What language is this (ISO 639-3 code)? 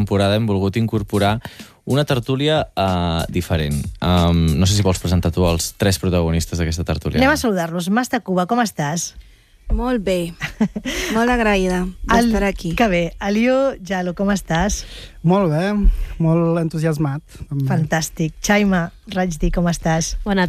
cat